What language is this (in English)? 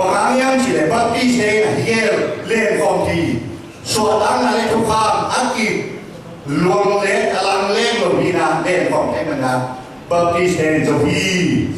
Tedim Chin